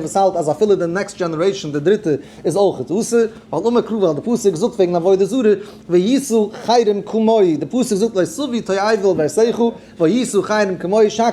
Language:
Yiddish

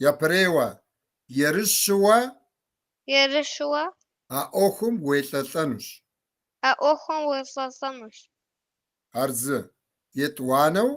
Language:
Kabardian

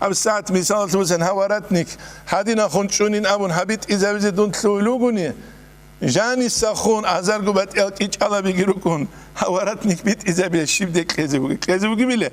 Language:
Avaric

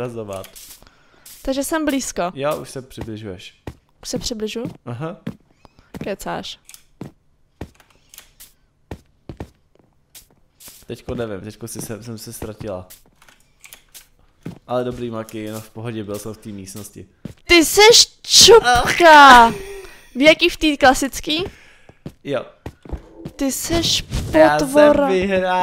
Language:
Czech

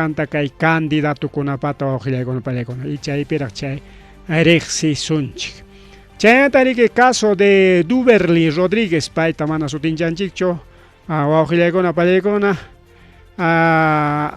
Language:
Ayacucho Quechua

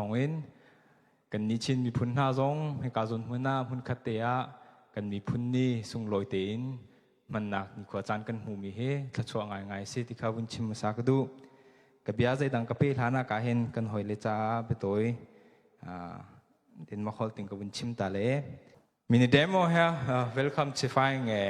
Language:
Hakha Chin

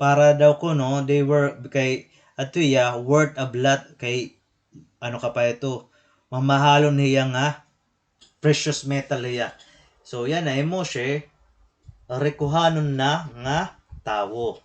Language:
Waray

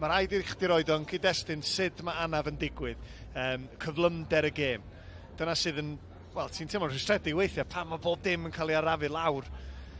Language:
Welsh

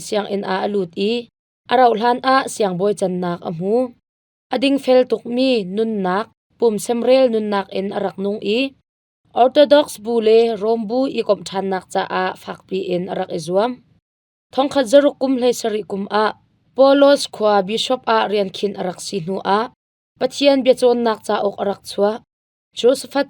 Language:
Hakha Chin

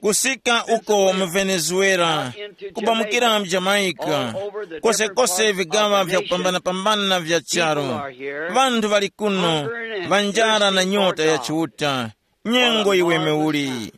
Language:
Tumbuka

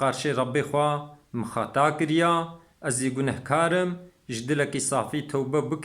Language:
Kurdish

